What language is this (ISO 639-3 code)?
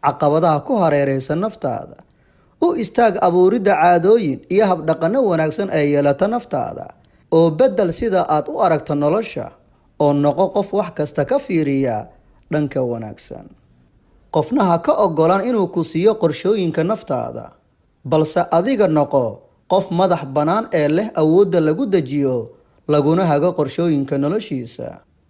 som